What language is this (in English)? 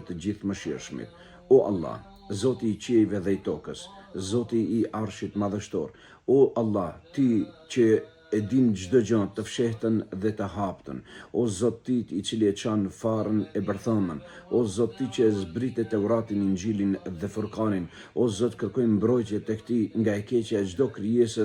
Albanian